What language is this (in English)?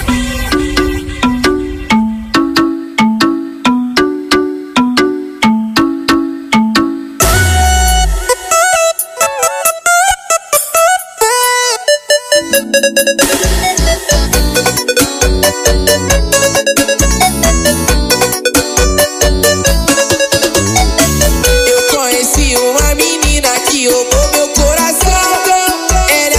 Portuguese